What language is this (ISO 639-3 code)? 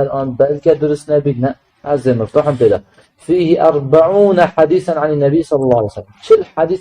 kur